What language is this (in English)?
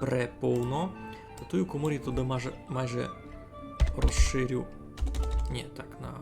Rusyn